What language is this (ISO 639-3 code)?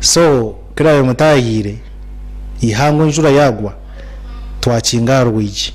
nyn